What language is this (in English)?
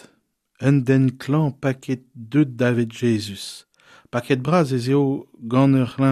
Breton